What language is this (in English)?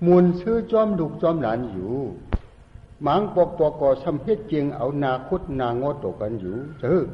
Shan